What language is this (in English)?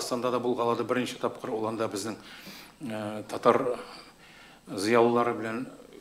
Tatar